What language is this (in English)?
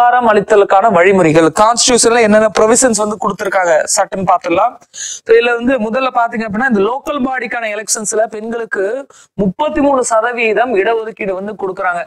Tamil